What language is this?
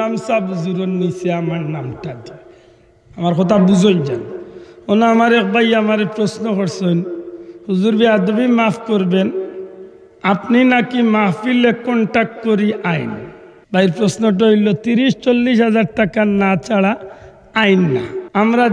Sylheti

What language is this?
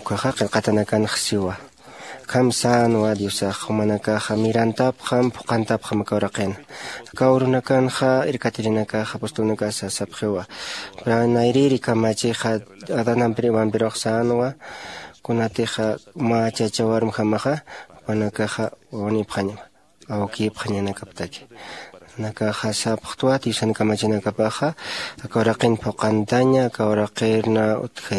Aymara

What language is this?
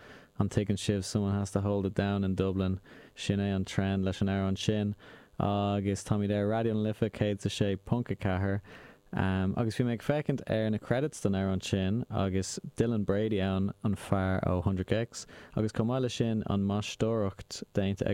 Irish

